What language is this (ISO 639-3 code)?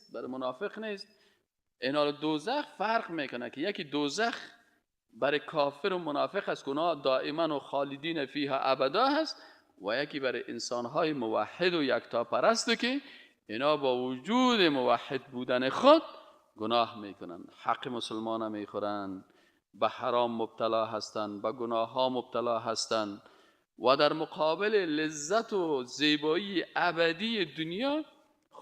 fas